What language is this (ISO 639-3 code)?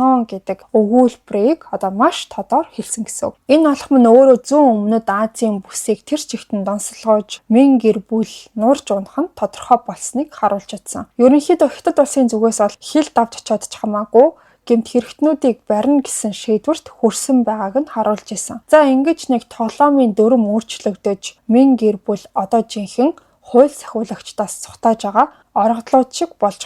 mon